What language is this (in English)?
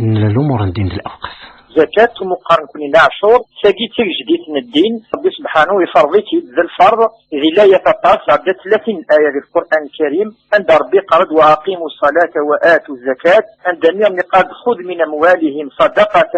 Kabyle